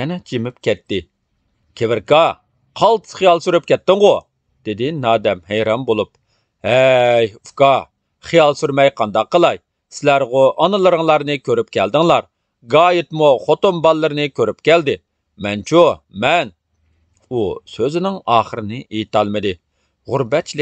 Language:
Uyghur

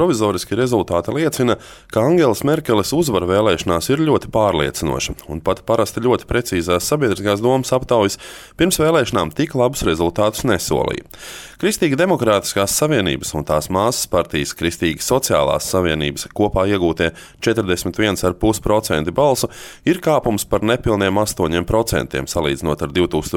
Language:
Latvian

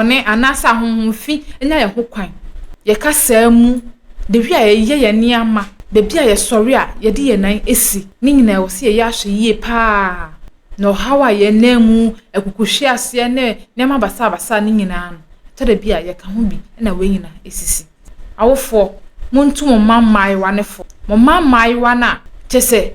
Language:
Akan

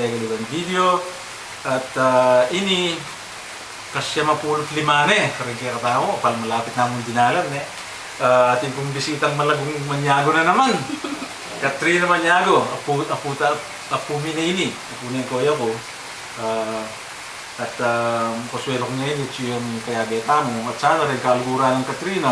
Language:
Pampanga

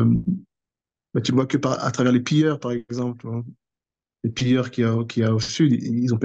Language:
French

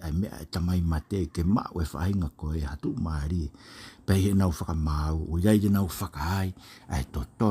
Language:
Tongan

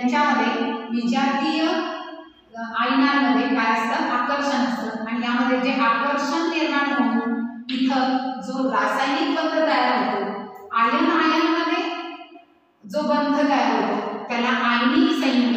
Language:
Marathi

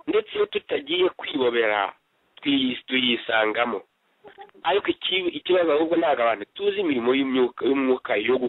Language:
Kinyarwanda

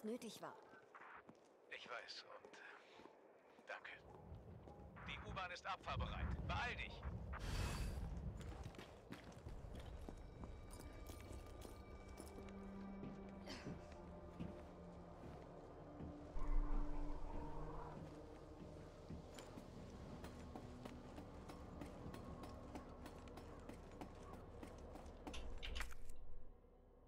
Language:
German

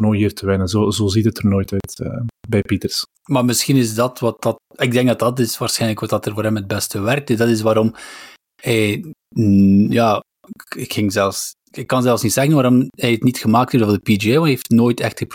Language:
Dutch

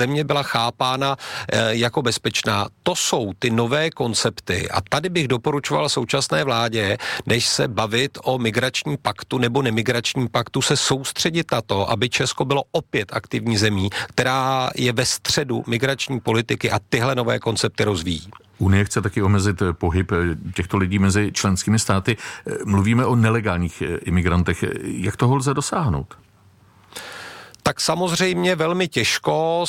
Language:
Czech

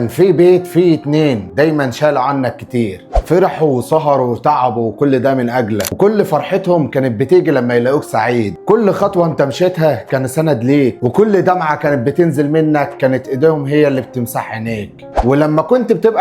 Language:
Egyptian Arabic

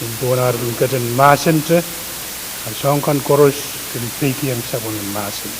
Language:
Pohnpeian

